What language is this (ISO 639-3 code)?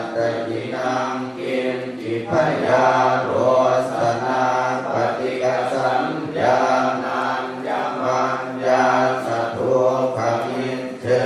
pli